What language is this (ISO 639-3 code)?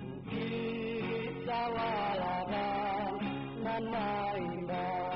min